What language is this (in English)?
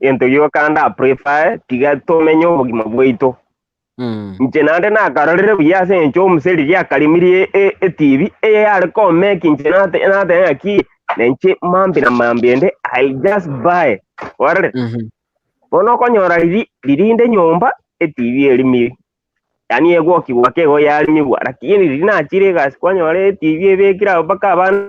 Gusii